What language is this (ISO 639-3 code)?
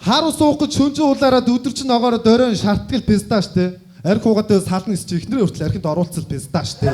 mon